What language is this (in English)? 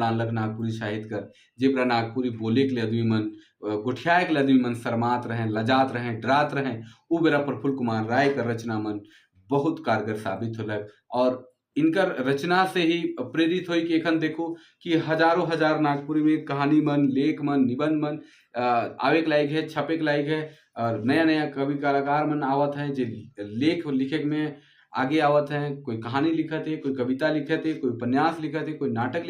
Sadri